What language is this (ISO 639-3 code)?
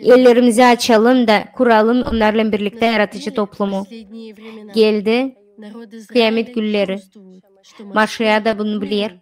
gag